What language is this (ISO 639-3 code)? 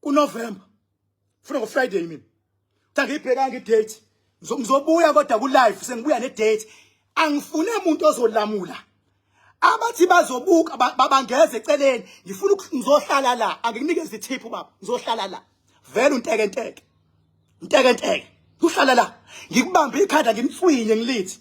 zul